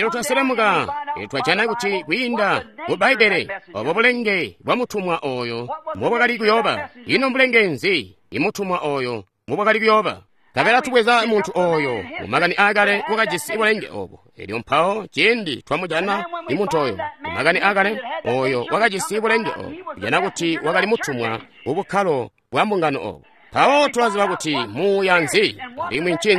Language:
Tonga (Zambia)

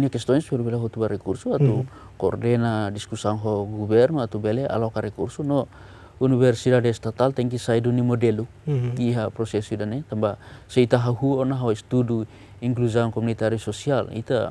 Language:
Tetum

